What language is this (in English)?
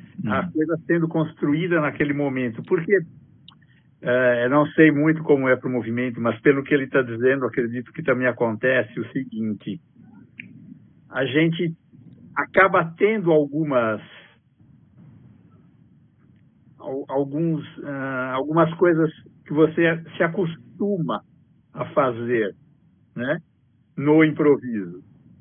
Portuguese